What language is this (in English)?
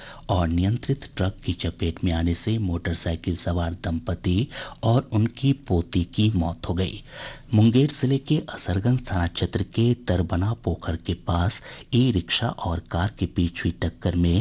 Hindi